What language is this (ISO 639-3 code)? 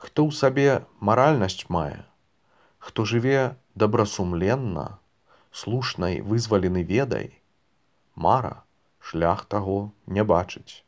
bel